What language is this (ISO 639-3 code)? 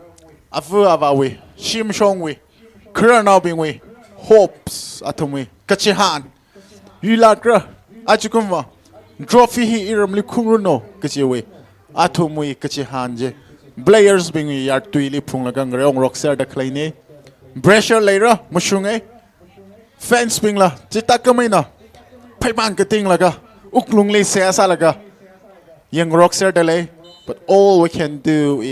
nmf